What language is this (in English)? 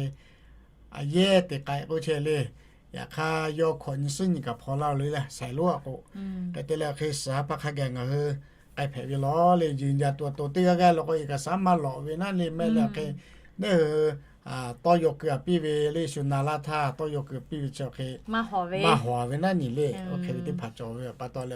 Lahu